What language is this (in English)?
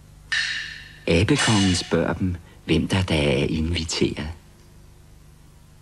Danish